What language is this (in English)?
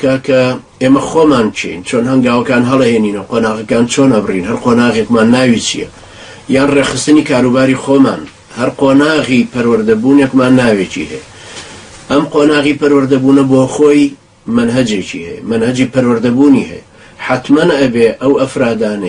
Central Kurdish